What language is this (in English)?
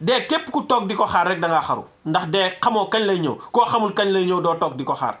Wolof